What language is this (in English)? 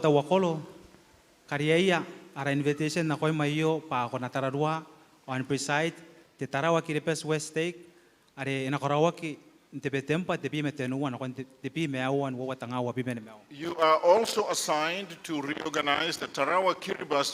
Gilbertese